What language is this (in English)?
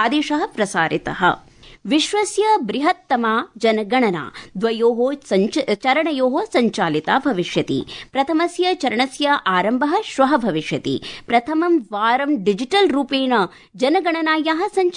Sanskrit